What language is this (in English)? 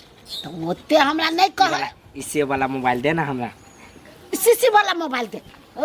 Maithili